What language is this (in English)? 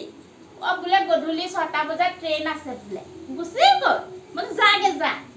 Assamese